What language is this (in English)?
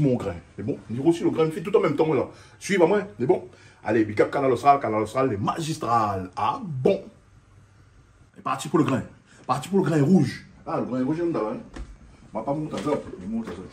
Réunion Creole French